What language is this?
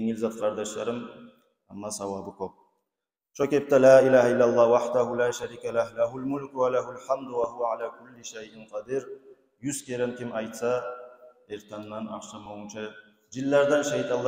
Kumyk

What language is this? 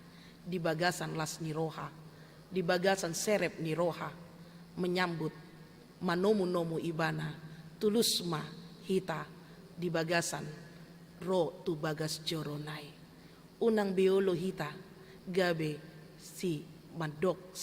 Batak Toba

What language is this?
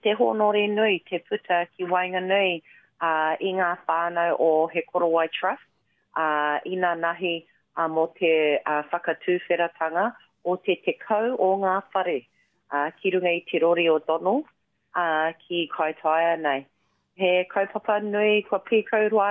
Māori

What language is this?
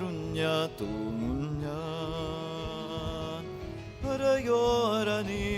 Bikol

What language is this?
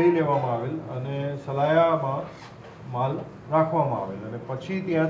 Gujarati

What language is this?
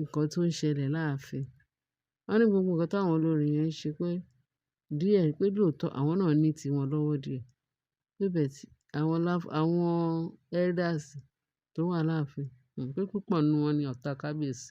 Yoruba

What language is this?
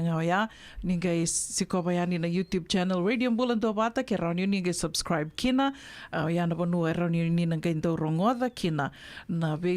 Fijian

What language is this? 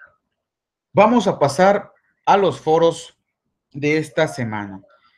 Spanish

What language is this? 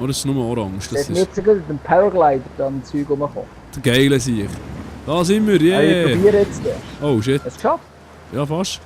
Swiss German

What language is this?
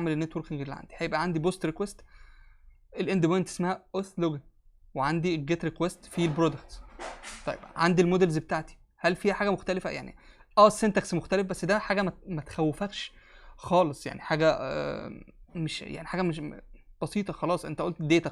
Egyptian Arabic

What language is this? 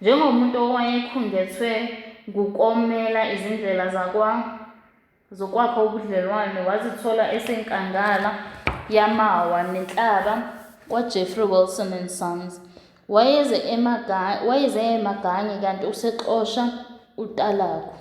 Zulu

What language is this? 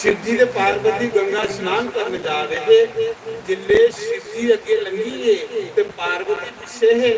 Dogri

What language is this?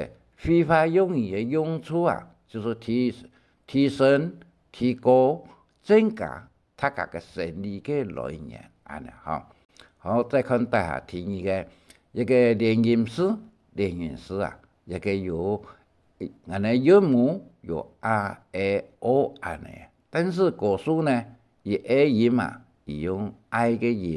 Hakka Chinese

